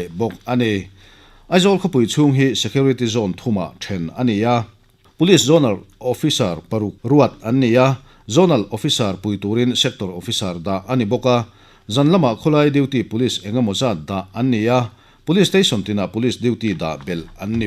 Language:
Mizo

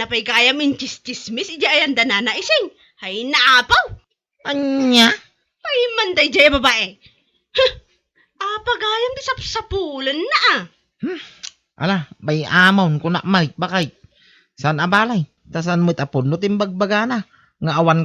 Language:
Iloko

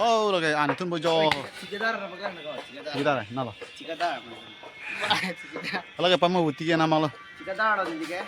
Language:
Karbi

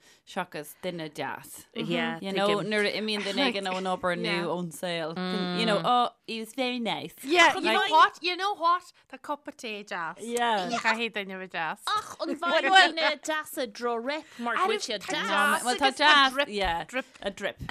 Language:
Irish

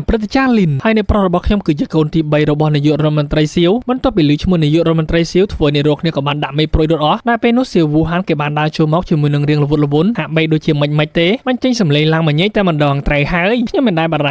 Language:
Khmer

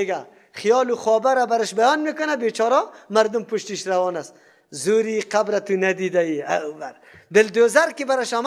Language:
Persian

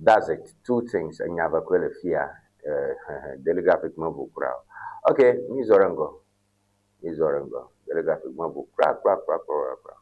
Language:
Ewe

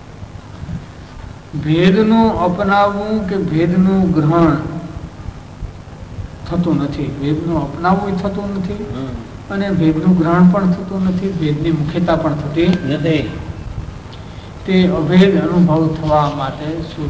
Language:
Gujarati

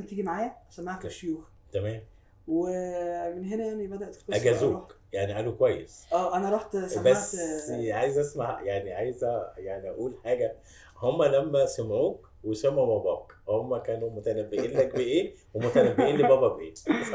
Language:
Egyptian Arabic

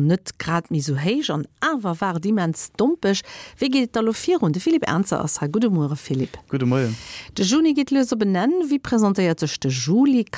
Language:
Luxembourgish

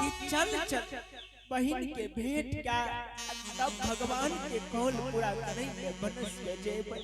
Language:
Angika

